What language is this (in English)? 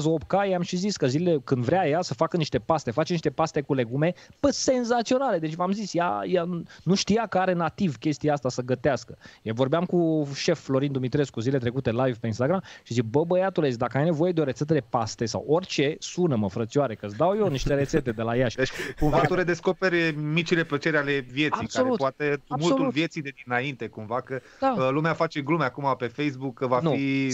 Romanian